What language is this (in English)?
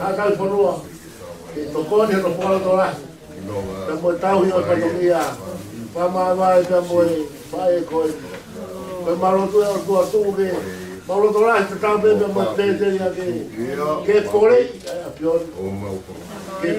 Tongan